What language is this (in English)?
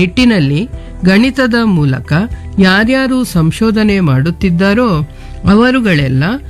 Kannada